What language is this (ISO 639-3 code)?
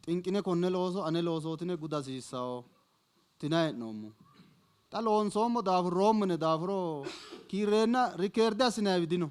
sid